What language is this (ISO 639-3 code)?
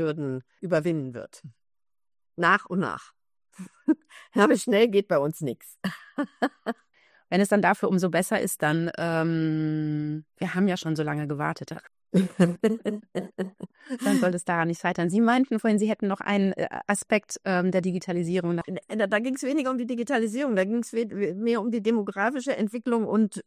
deu